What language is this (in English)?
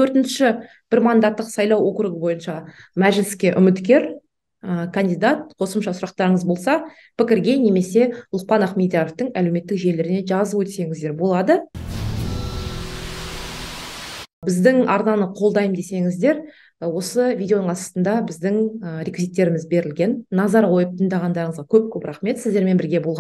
Kazakh